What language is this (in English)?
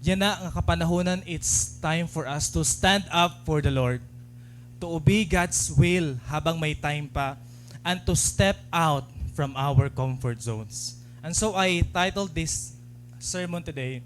Waray